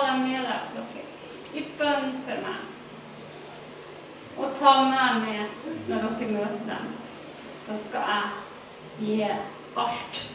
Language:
Norwegian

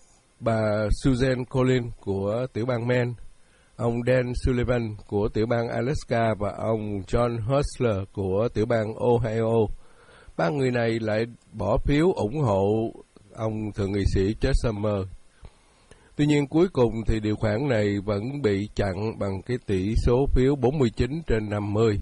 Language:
Vietnamese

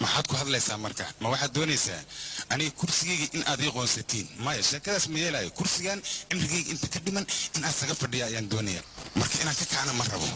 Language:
Somali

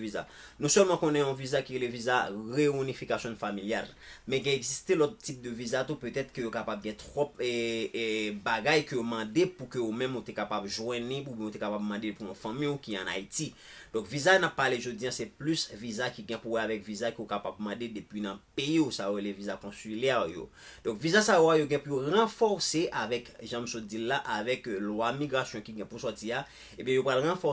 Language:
Haitian Creole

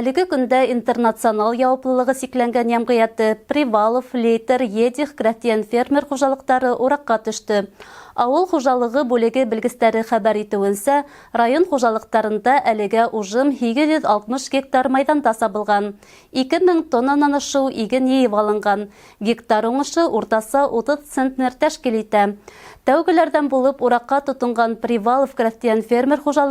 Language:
Bashkir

